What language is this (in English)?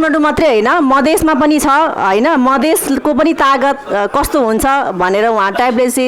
Nepali